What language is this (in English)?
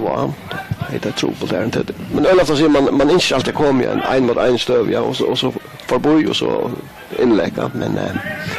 Faroese